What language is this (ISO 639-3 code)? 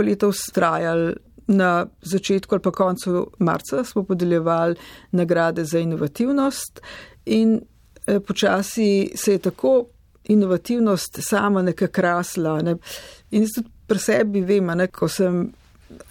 slv